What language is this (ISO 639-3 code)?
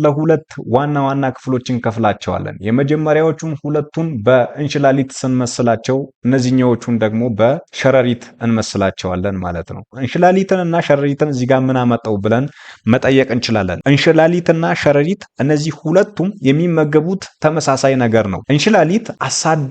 amh